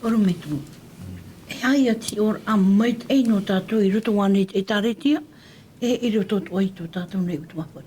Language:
Tahitian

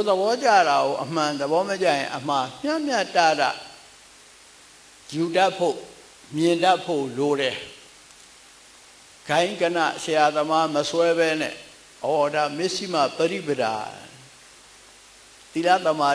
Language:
Burmese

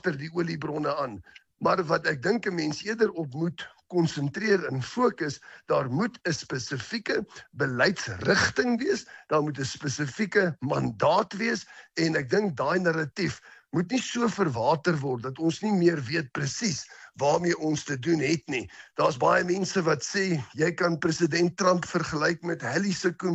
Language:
Afrikaans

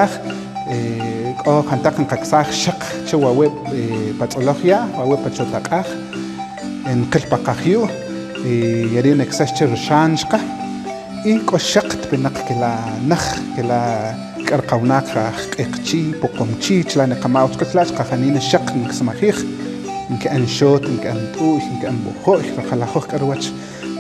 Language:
Kaqchikel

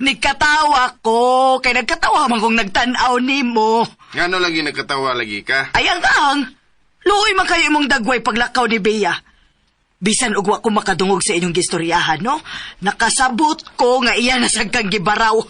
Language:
Cebuano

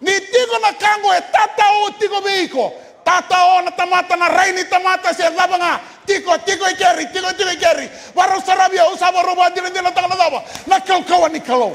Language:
Fijian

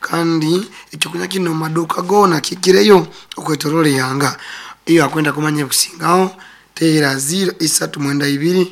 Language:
Nyoro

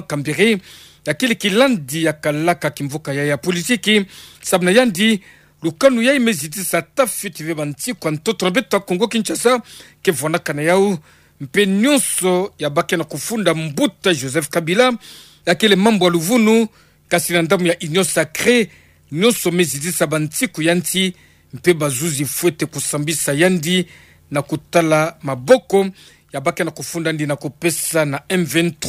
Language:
Kituba (Democratic Republic of Congo)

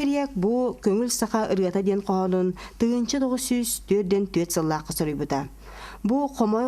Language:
Yakut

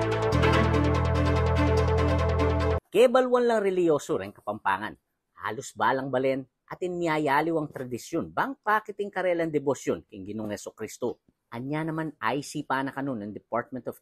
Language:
Pampanga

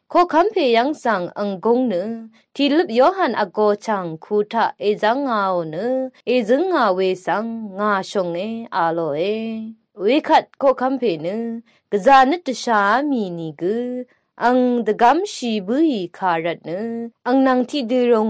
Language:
Rawang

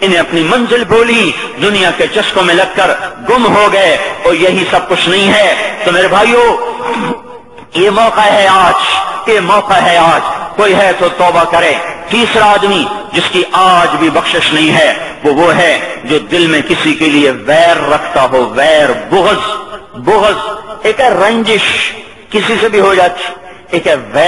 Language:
Urdu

